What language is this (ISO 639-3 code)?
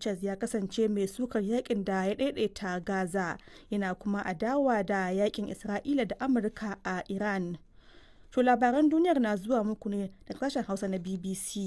hau